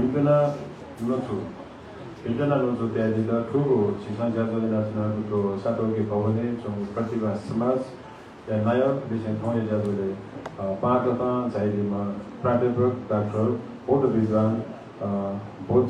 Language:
Newari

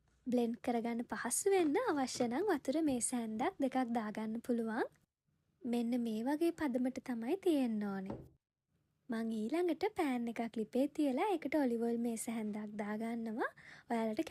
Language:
Sinhala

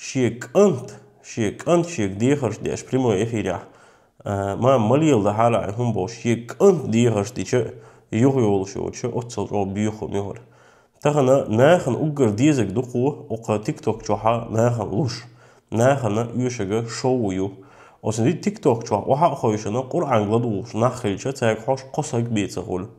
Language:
Chechen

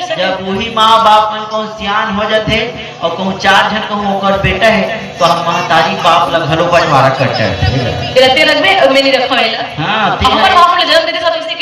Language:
Chhattisgarhi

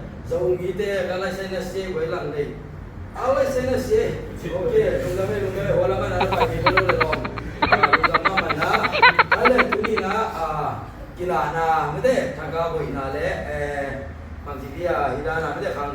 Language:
Tedim Chin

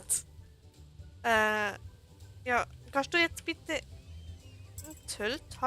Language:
Swiss German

